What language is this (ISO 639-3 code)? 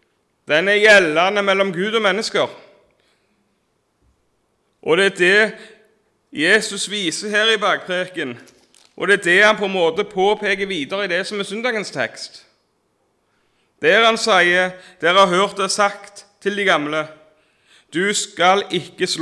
nor